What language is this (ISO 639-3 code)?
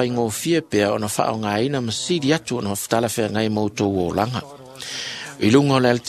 smo